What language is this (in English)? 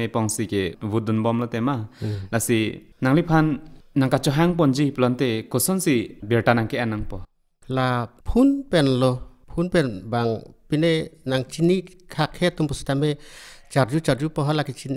Karbi